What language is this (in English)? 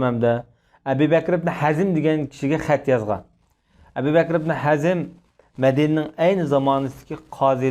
Uyghur